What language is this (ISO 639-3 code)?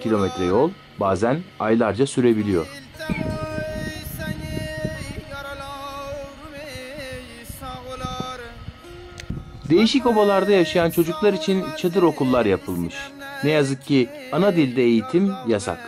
tur